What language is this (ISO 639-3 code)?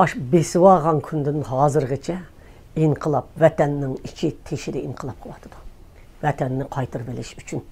uig